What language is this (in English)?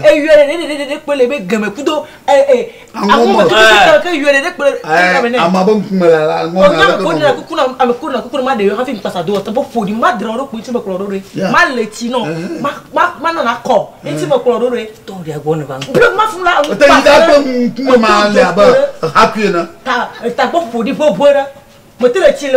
Ewe